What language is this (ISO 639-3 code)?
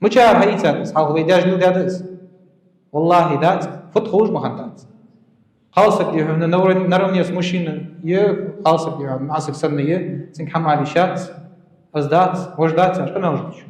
inh